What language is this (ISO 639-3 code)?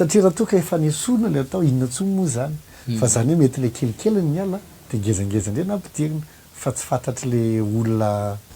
mlg